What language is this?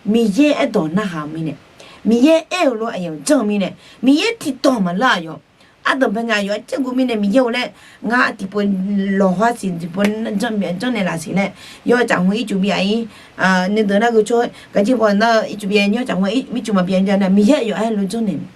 Akha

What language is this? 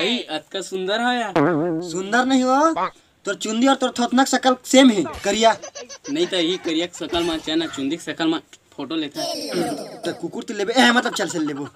Chhattisgarhi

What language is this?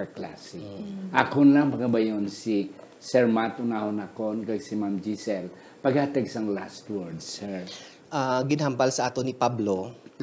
Hiligaynon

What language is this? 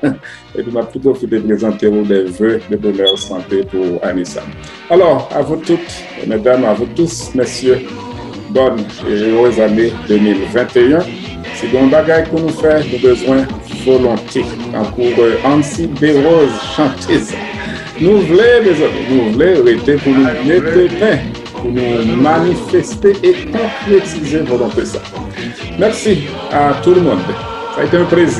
Haitian Creole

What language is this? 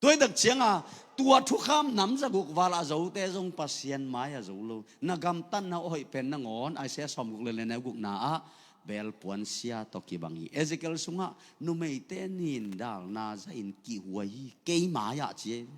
Tedim Chin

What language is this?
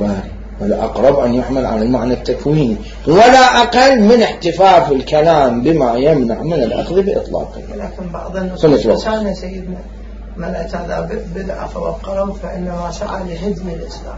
Mesopotamian Arabic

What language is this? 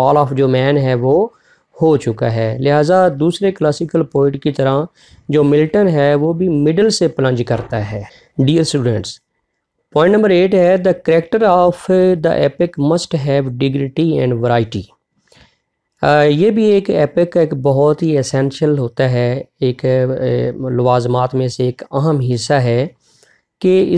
Hindi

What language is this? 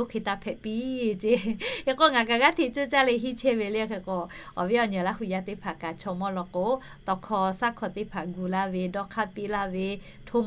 Lahu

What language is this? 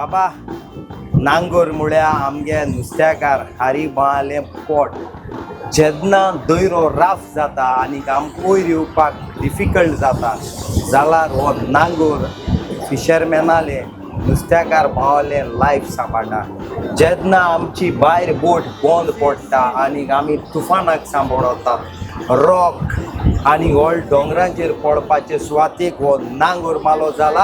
Konkani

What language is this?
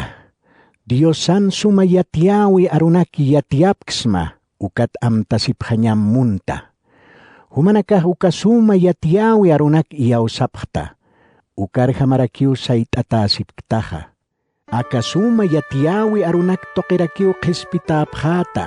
Aymara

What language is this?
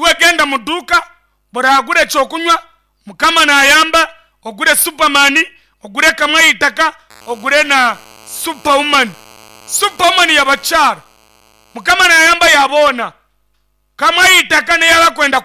Nyankole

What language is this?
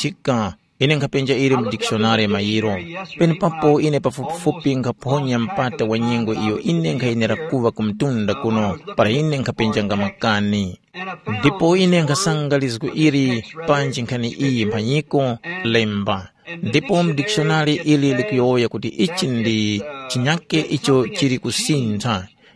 Tumbuka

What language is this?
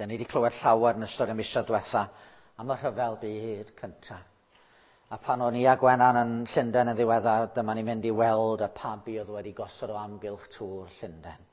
Welsh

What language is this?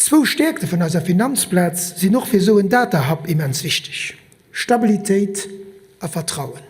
Luxembourgish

